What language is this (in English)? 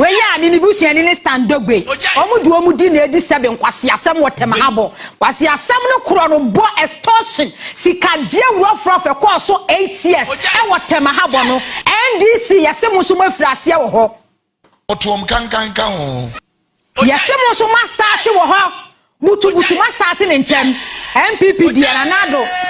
Akan